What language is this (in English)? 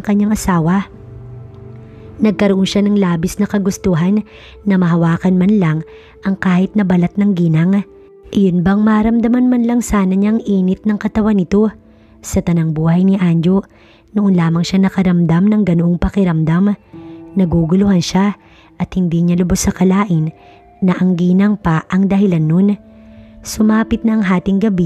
Filipino